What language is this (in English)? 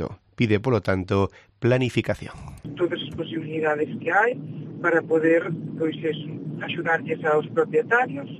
Galician